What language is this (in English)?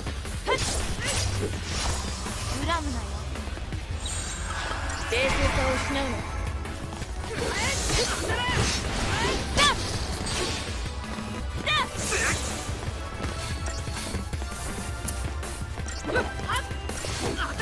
Japanese